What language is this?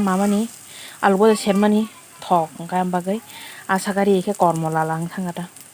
Kok Borok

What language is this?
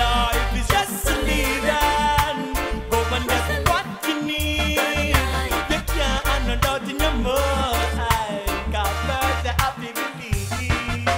Jamaican Creole English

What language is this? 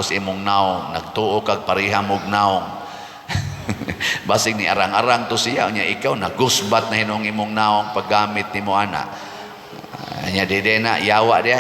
Cebuano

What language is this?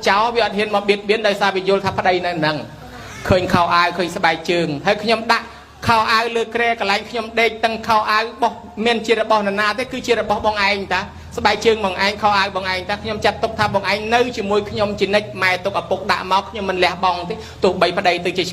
Khmer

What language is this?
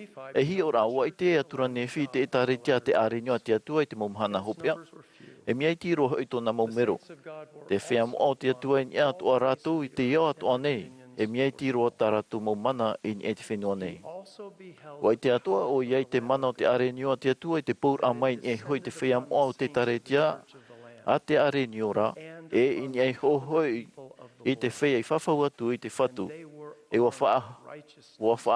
Tahitian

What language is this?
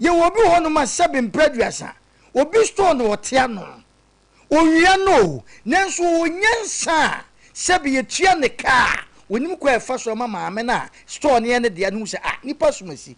Akan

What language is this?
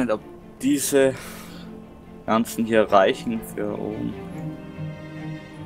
German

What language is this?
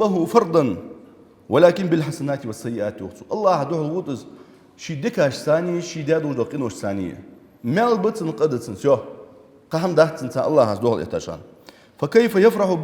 Ingush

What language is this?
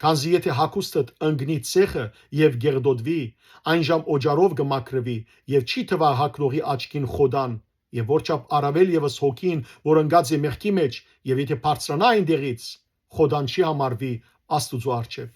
Western Armenian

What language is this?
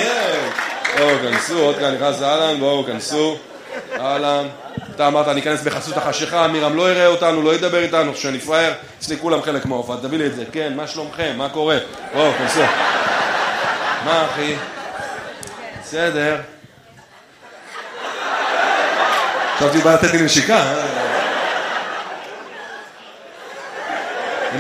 Hebrew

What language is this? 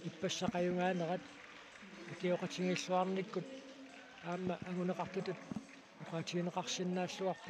Kalaallisut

